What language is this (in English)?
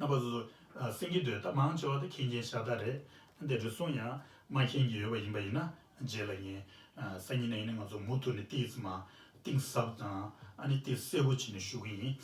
Tibetan